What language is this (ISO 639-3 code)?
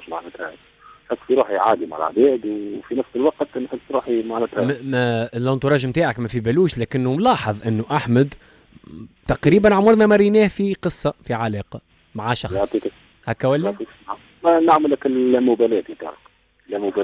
aeb